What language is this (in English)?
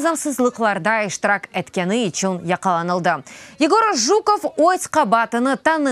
Crimean Tatar